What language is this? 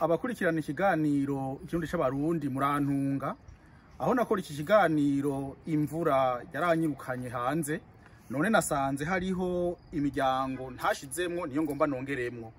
Rundi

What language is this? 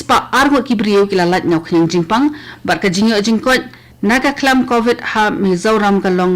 Khasi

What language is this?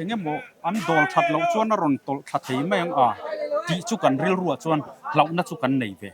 Mizo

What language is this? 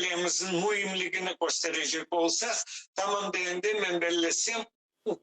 Crimean Tatar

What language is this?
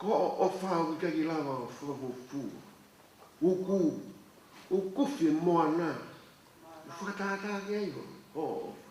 Tongan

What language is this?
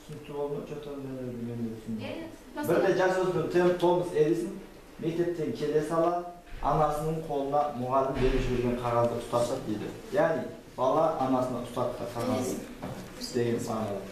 Kazakh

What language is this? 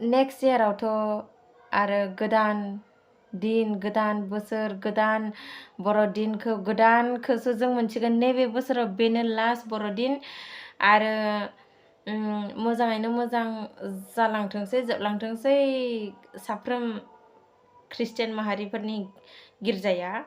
Bodo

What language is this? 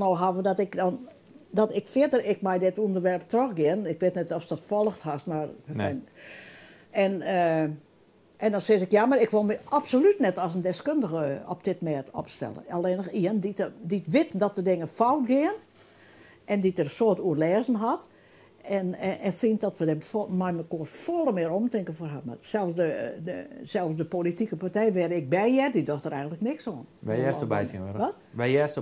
Western Frisian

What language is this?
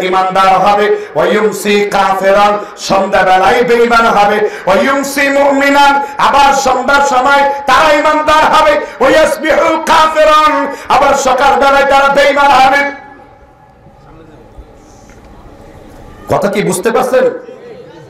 Bangla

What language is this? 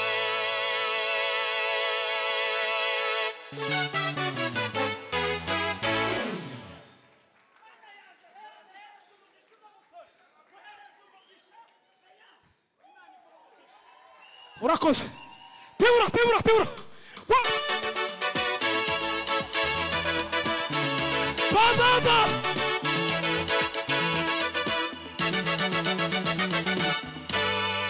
Kinyarwanda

